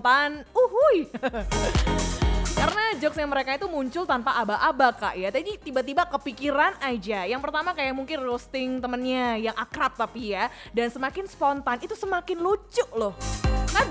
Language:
Indonesian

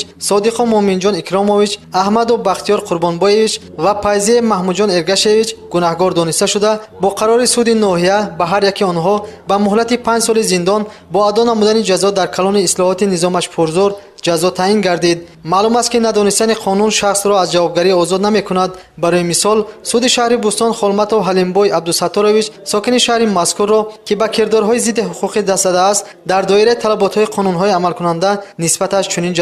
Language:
Tajik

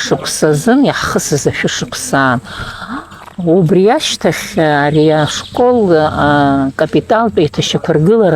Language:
Abkhazian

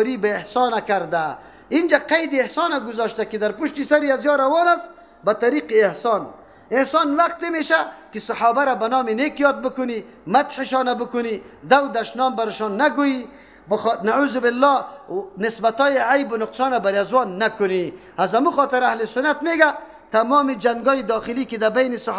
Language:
Persian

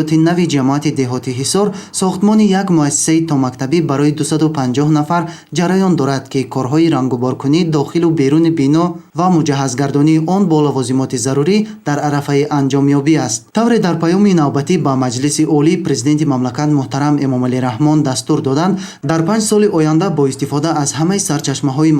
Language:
Tajik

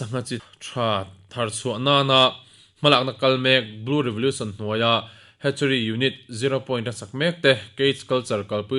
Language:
Mizo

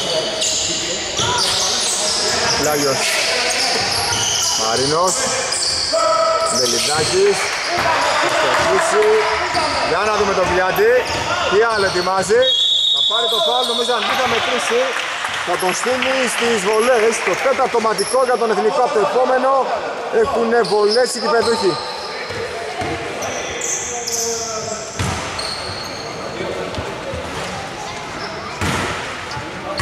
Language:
Greek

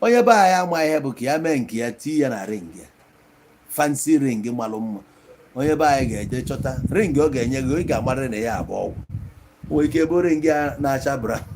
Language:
Igbo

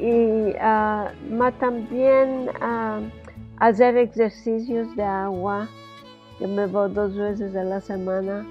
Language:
Ladino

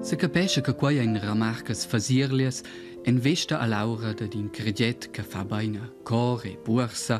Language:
Romansh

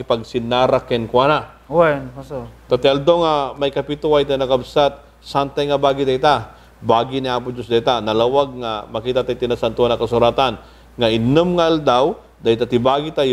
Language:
Iloko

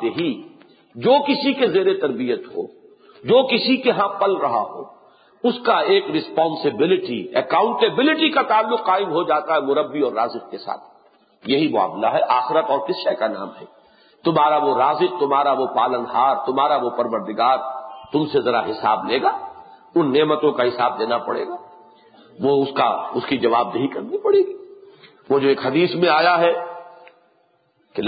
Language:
Urdu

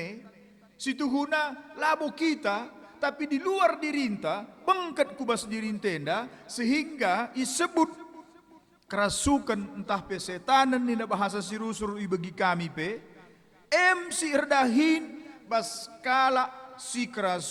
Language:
Batak Karo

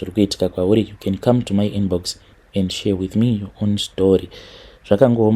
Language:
Shona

